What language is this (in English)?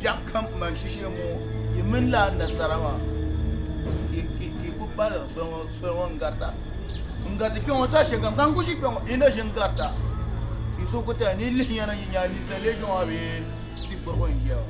Dagbani